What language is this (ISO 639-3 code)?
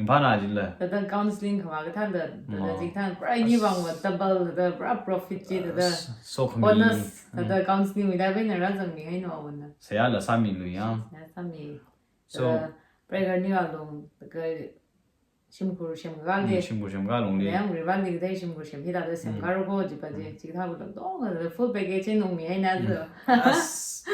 nmf